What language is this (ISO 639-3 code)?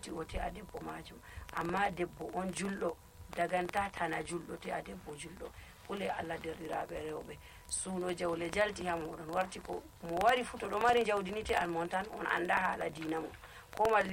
fuv